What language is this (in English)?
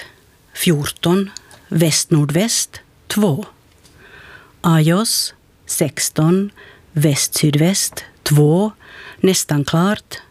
Swedish